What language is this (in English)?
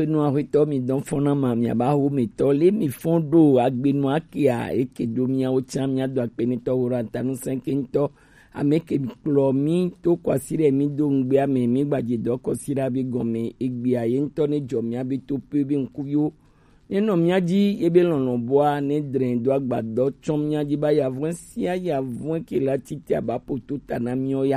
Gen